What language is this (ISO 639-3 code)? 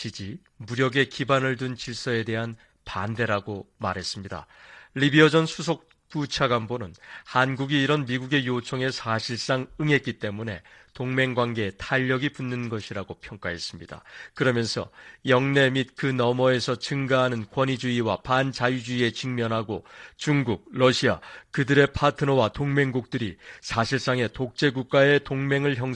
kor